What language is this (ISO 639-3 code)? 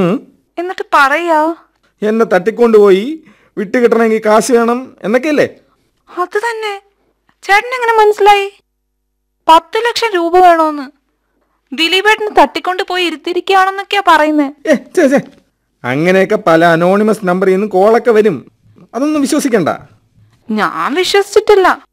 mal